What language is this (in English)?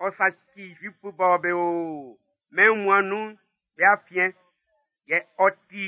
Baoulé